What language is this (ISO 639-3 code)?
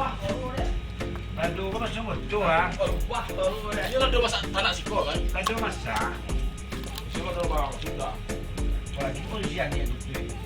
min